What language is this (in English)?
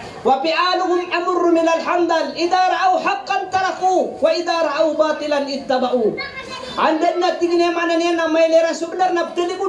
Maranao